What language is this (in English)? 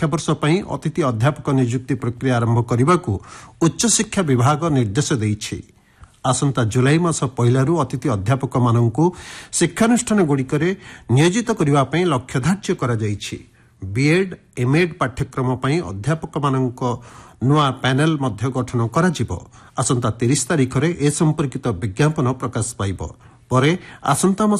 Odia